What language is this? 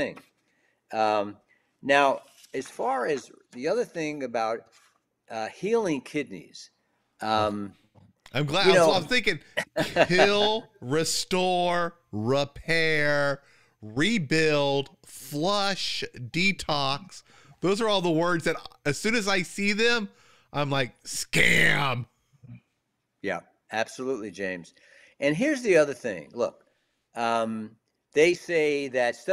English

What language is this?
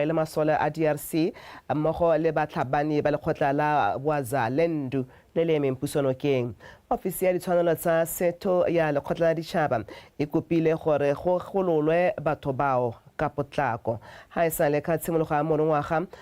Tswana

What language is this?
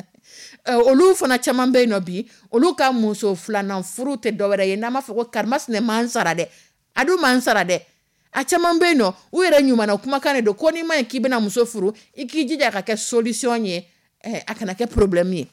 Dyula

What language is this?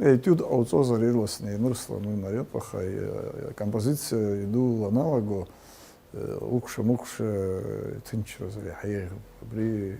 Abkhazian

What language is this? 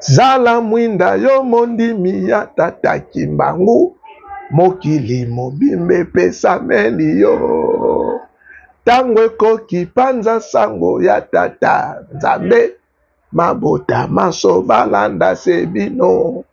Lingala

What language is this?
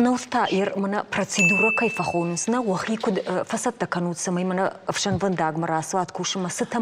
Ossetic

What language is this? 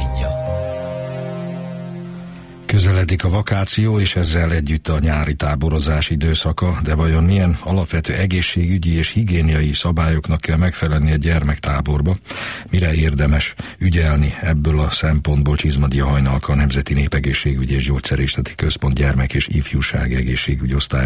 Hungarian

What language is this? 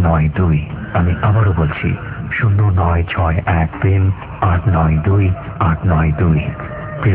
Bangla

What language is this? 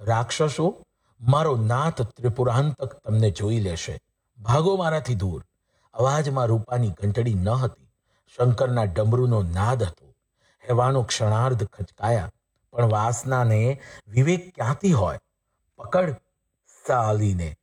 Gujarati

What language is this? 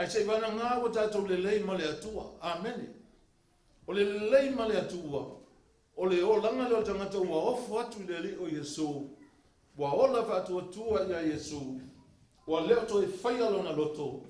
Samoan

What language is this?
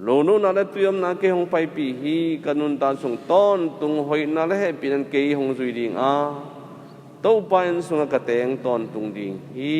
Tedim Chin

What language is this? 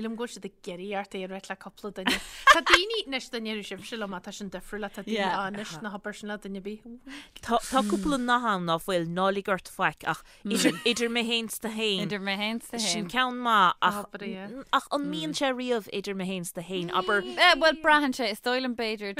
Irish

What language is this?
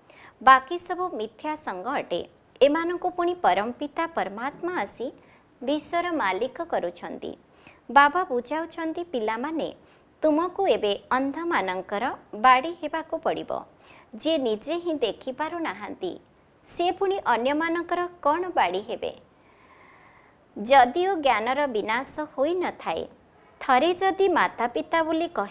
Odia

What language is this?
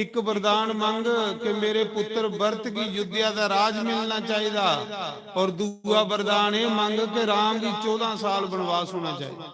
Dogri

